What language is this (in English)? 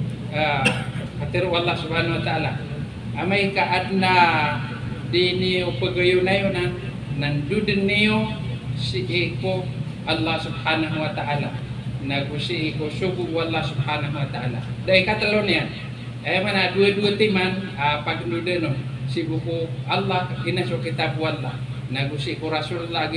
Maranao